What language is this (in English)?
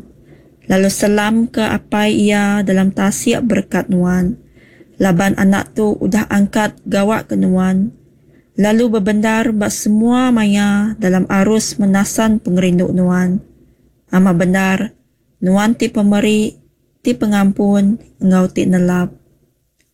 Iban